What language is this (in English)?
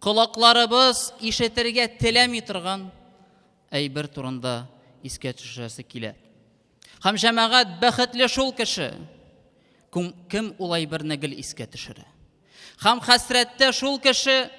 Tatar